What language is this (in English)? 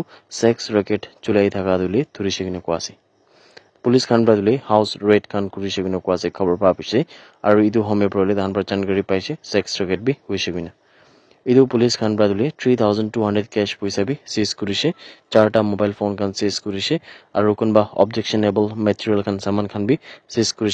Naga Pidgin